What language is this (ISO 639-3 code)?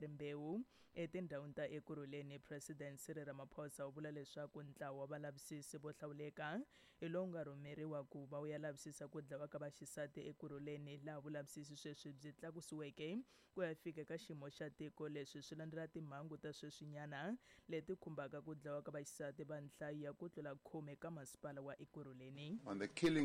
tso